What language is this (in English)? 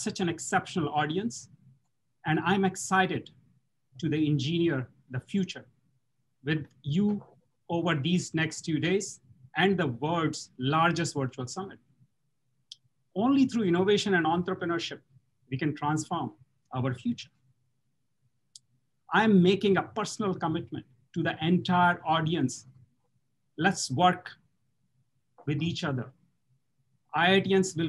English